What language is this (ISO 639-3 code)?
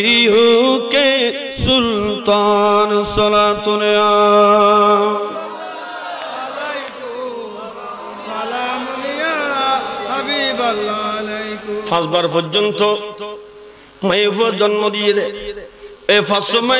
ben